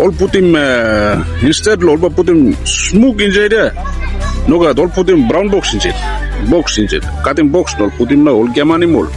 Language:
Tok Pisin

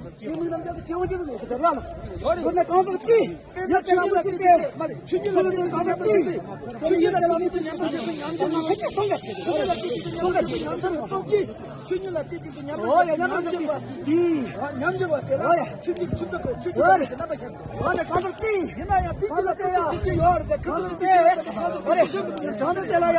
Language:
Tibetan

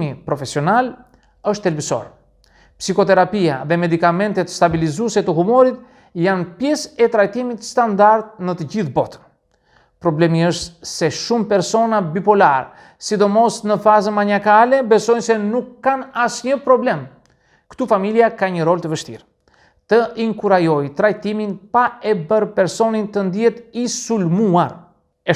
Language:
Albanian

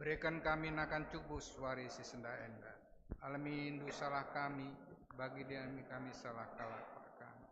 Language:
Batak Karo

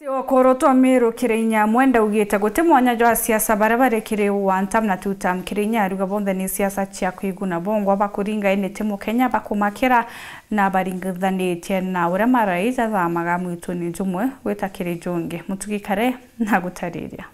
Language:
Meru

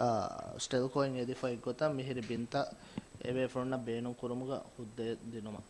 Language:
Divehi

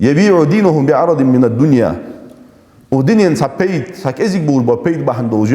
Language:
Ingush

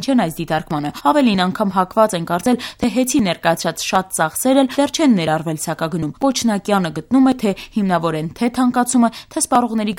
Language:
Armenian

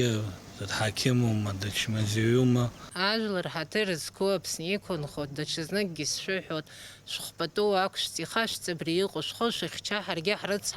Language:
Abkhazian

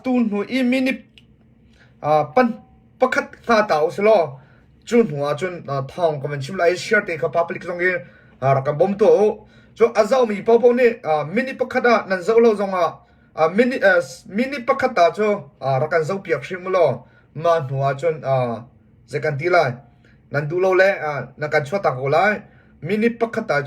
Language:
Hakha Chin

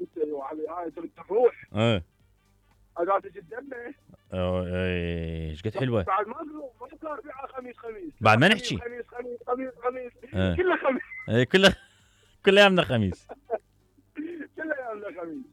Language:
Mesopotamian Arabic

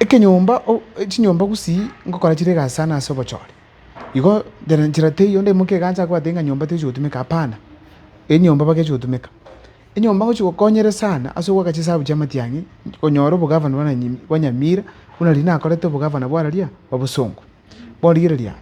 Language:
Gusii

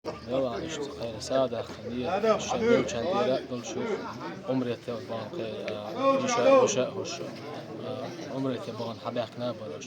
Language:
Chechen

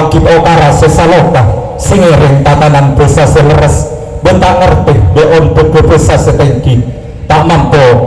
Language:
Madurese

